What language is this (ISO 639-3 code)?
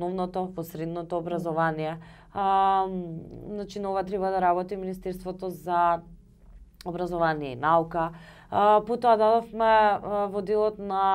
mkd